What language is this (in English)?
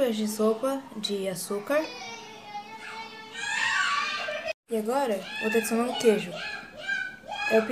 Portuguese